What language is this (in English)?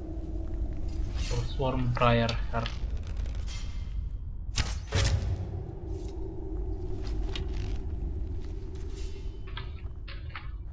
Bulgarian